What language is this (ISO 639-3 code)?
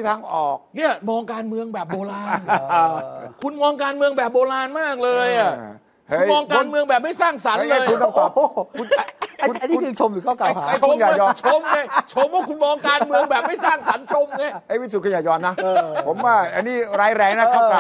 tha